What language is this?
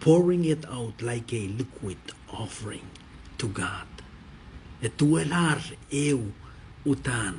Pohnpeian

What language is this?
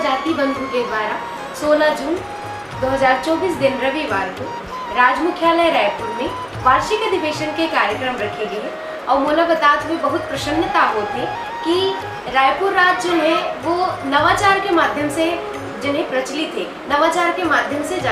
Chhattisgarhi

